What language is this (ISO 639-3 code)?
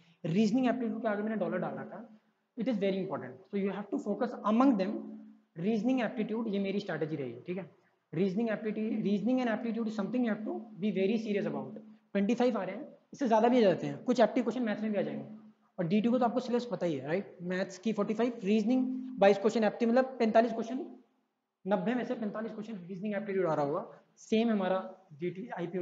hin